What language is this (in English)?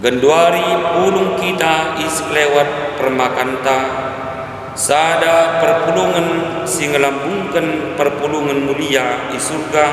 Batak Karo